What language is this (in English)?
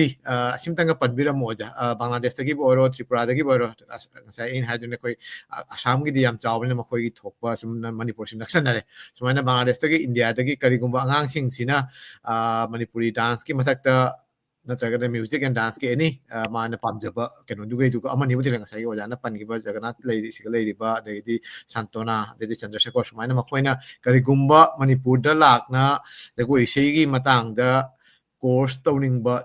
Manipuri